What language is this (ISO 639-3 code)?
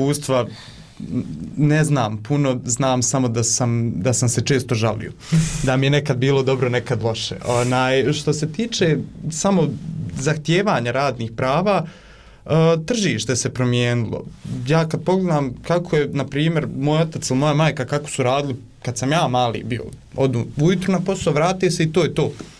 bos